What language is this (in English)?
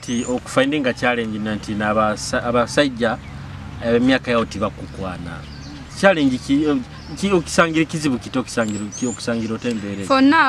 Nyoro